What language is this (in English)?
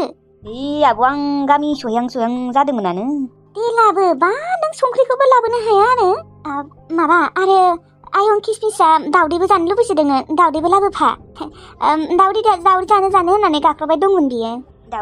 Bodo